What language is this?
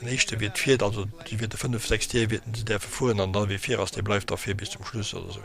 Luxembourgish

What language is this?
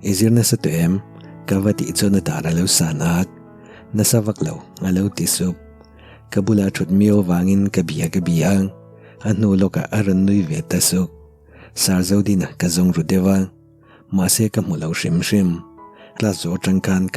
Mizo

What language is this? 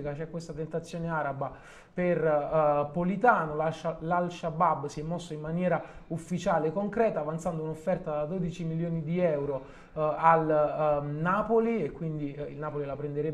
Italian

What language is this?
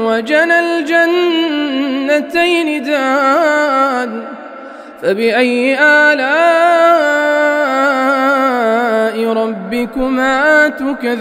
Arabic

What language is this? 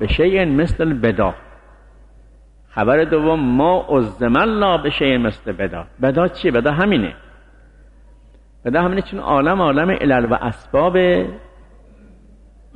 Persian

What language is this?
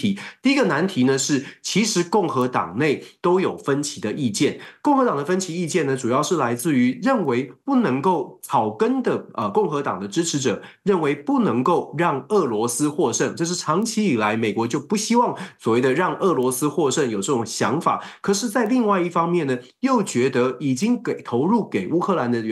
Chinese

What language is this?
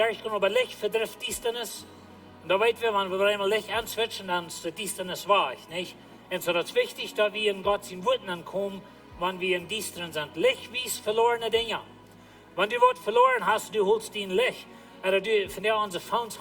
Plautdietsch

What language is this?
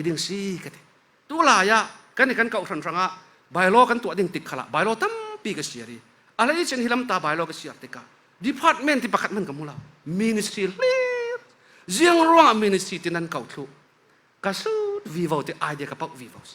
Falam Chin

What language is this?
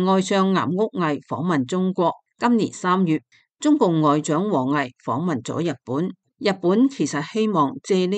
Cantonese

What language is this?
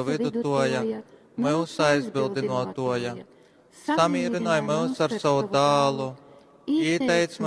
Latgalian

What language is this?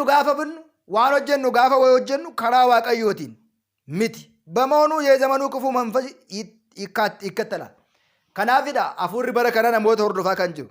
Oromo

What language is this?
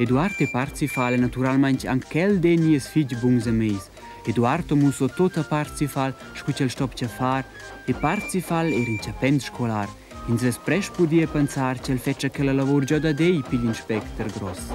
Romansh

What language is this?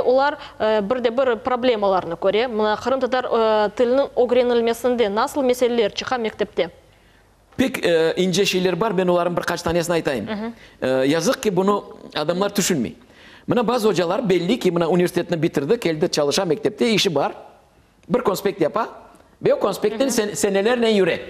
Crimean Tatar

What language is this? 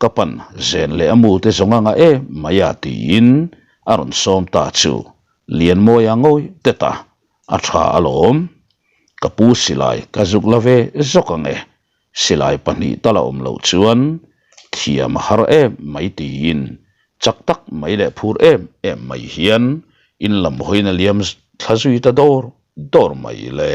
Mizo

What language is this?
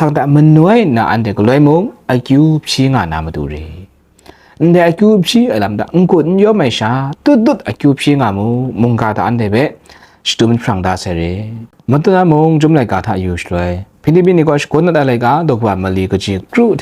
Kachin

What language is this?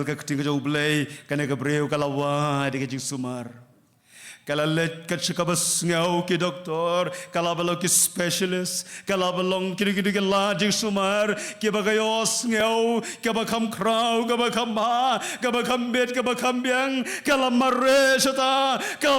Khasi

